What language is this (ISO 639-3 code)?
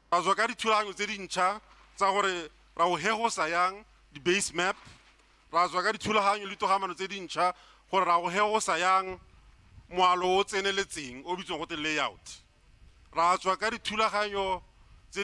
tsn